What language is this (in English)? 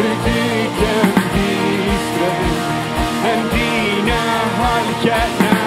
Plautdietsch